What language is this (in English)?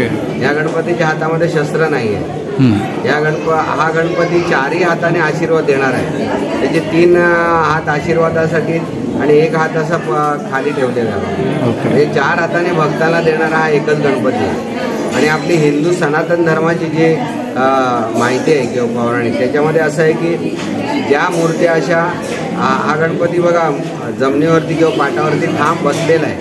Marathi